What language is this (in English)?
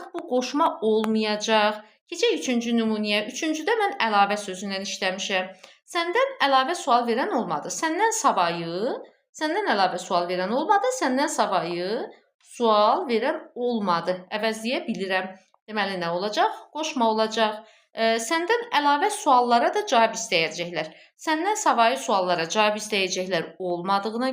Azerbaijani